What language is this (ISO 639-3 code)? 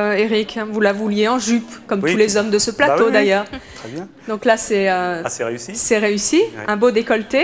fra